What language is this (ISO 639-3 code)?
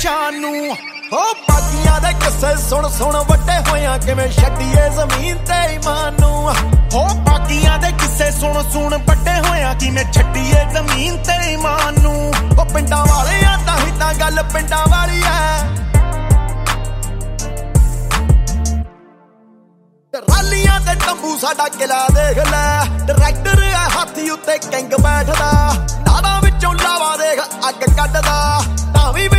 pan